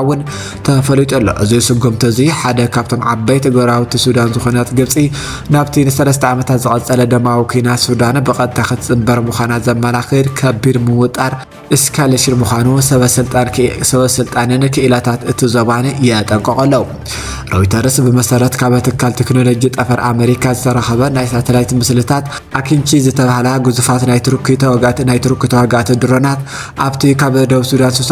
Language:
Tigrinya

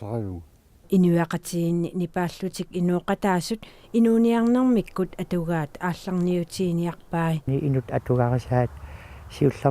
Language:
Kalaallisut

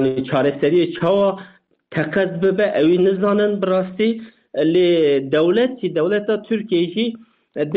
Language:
Kurdish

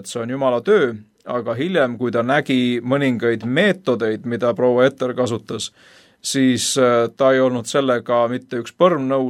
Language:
Estonian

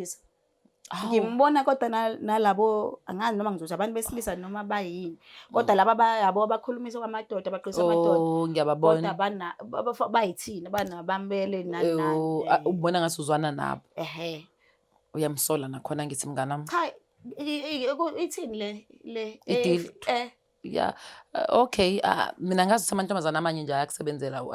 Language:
Zulu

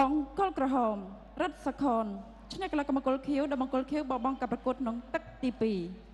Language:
Khmer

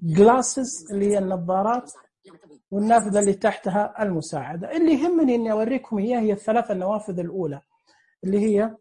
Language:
Najdi Arabic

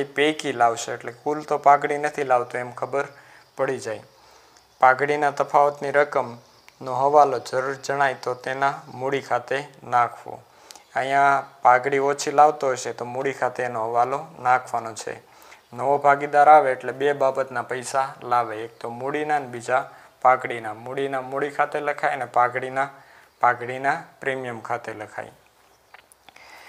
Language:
Gujarati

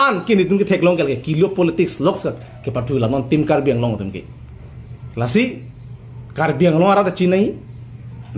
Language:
Karbi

